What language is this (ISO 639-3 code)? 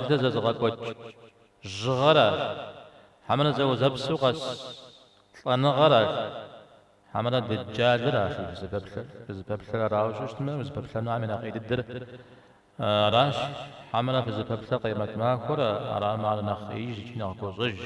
kbd